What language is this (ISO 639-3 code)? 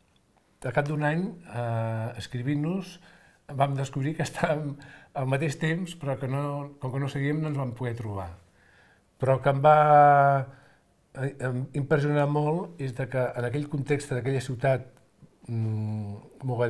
cat